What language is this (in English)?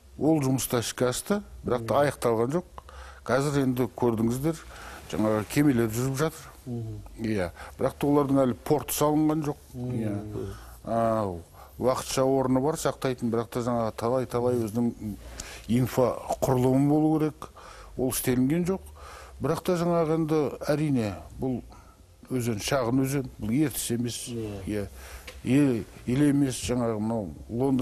Kazakh